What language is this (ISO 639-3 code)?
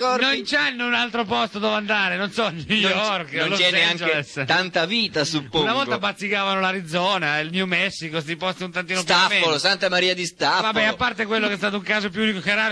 ita